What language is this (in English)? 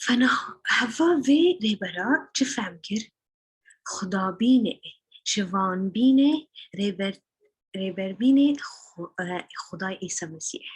Kurdish